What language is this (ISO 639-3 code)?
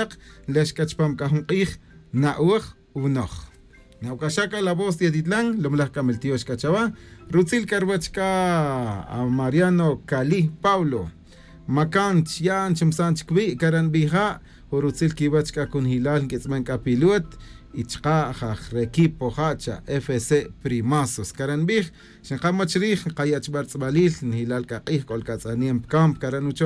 cak